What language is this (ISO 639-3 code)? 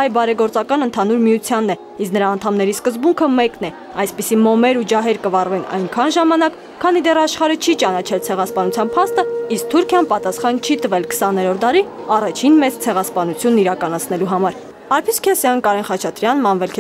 hye